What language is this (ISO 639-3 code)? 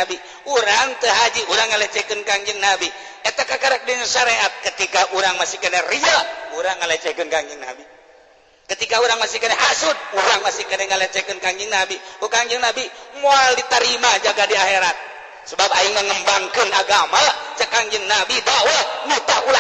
sun